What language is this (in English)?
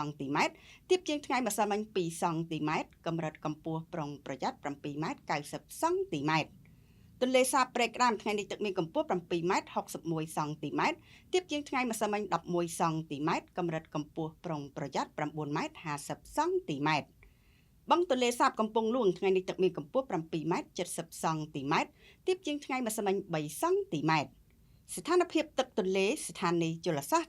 Khmer